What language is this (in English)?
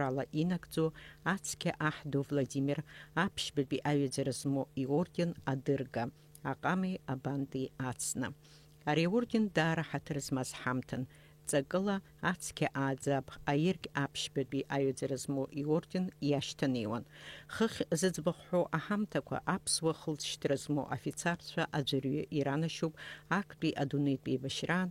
Abkhazian